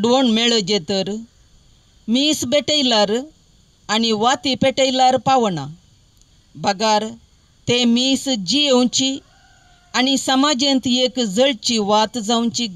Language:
Konkani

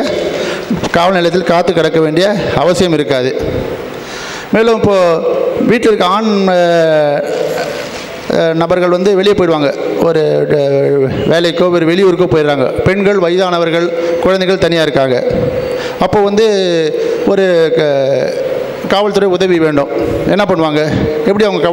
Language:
Tamil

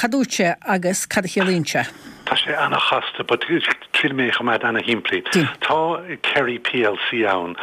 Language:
Irish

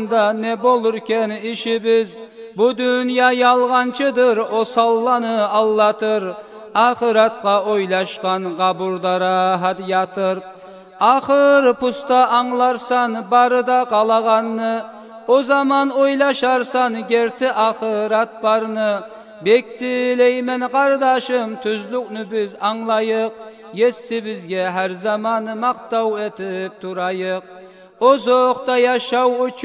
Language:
Kumyk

